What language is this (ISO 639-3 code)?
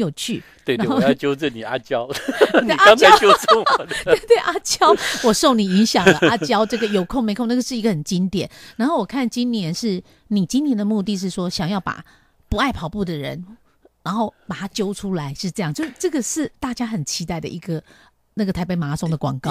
zho